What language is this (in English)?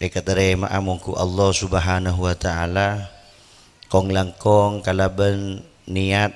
Madurese